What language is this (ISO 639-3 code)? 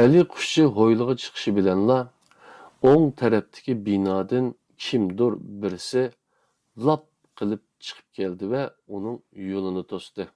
uig